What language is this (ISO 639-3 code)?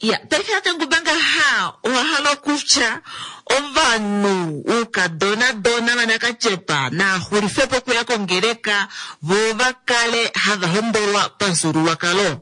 kua